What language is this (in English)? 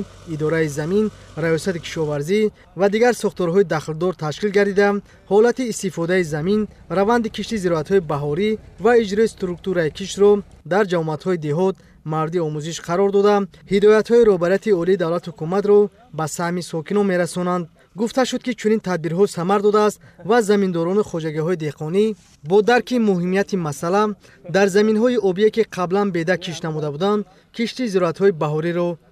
Tajik